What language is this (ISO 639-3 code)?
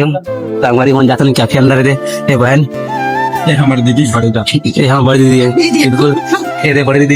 hne